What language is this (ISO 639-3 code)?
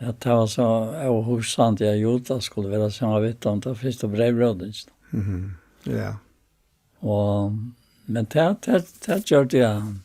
fao